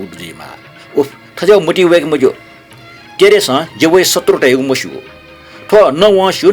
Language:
Newari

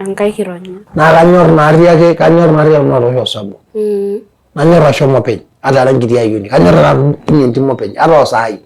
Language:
Masai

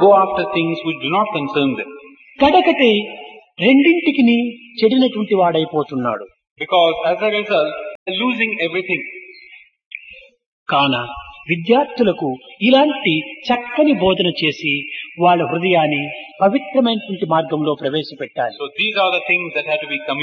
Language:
Telugu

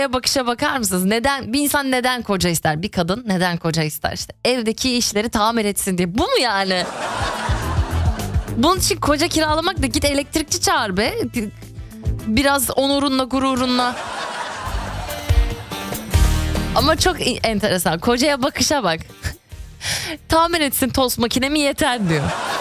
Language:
Turkish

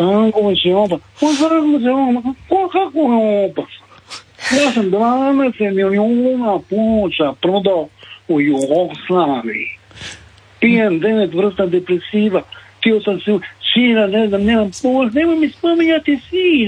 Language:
Croatian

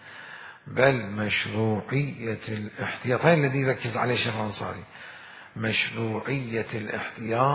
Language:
Mesopotamian Arabic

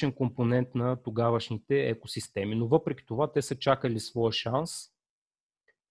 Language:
Bulgarian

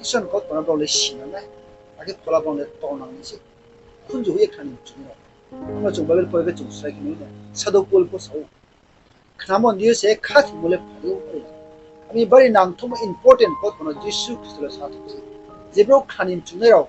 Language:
Riang (India)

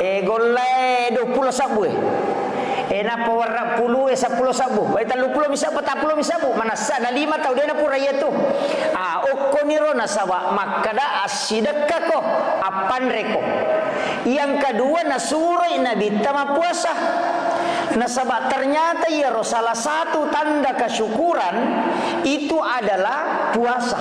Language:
Buginese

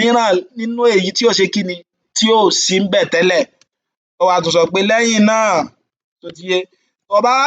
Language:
Yoruba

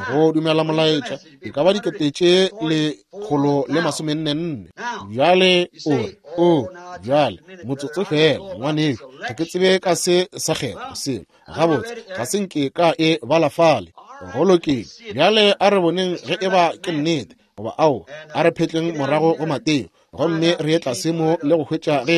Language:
Northern Sotho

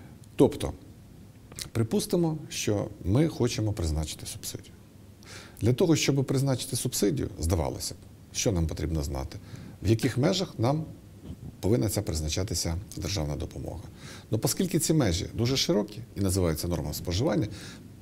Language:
Ukrainian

